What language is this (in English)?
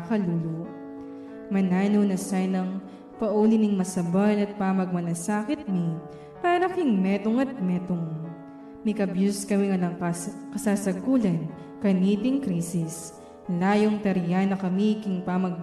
Pampanga